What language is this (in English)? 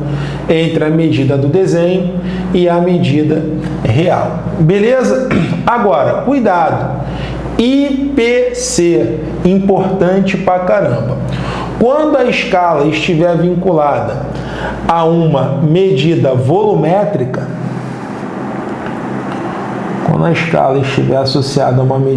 Portuguese